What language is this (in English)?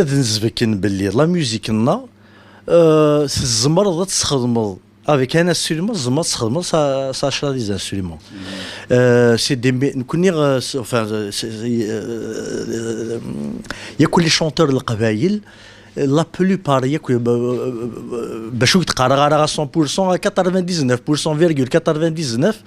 Kabyle